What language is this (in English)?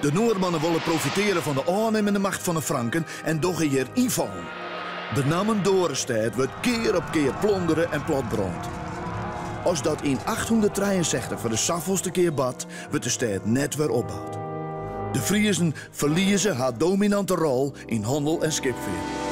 Western Frisian